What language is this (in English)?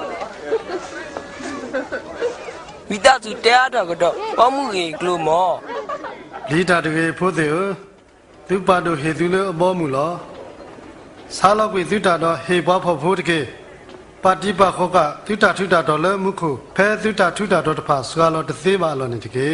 S'gaw Karen